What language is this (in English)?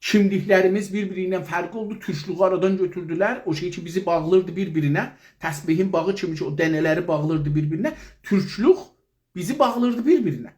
South Azerbaijani